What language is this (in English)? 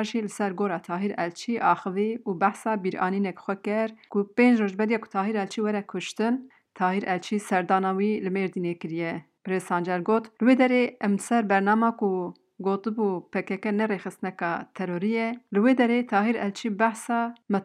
Kurdish